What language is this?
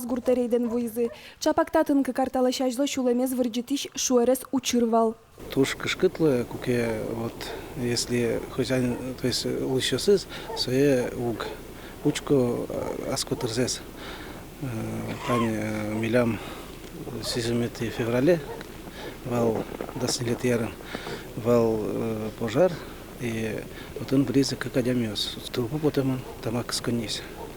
Udmurt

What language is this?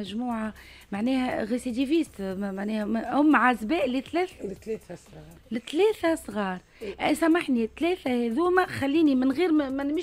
Tunisian Arabic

